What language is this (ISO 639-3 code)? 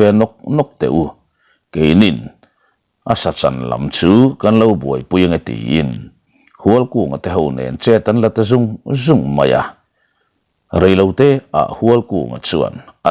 lus